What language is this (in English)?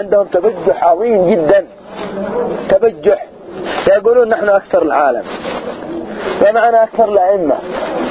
Arabic